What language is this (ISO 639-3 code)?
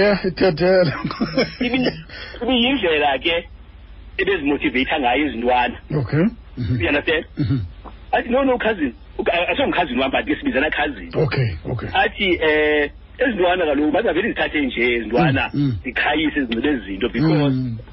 xho